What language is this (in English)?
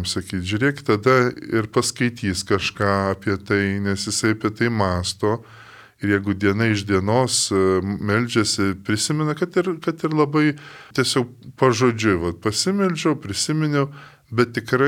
Lithuanian